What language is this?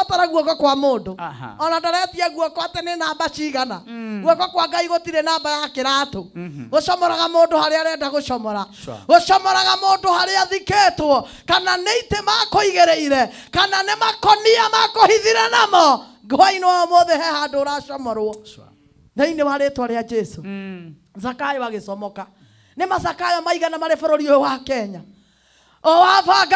Kikuyu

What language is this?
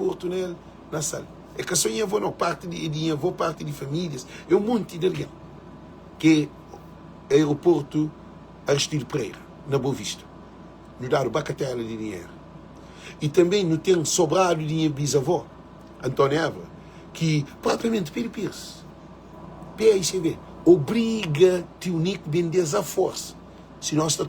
Kabuverdianu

